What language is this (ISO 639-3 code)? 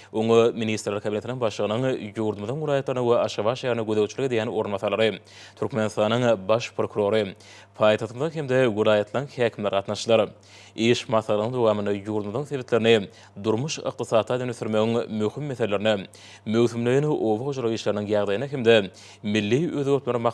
tuk